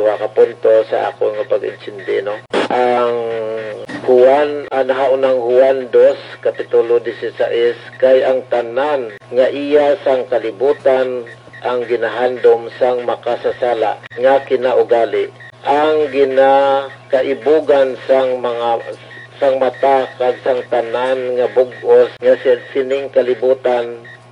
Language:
Hiligaynon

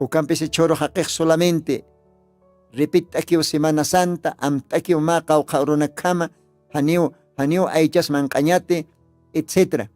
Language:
Aymara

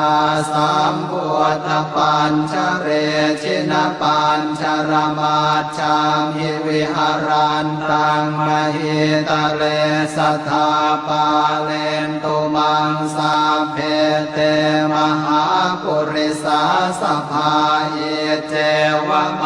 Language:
Pali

